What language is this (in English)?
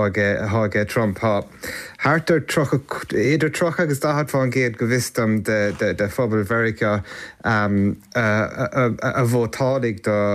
Irish